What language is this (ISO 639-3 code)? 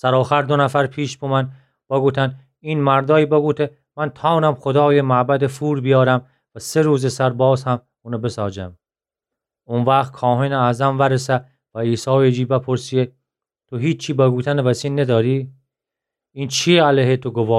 glk